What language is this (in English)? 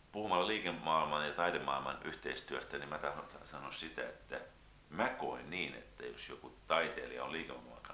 Finnish